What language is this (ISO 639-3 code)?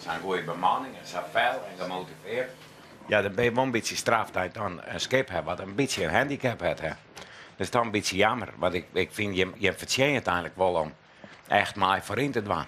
fry